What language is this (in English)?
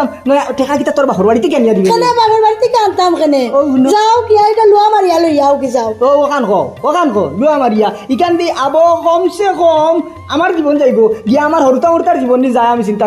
Sylheti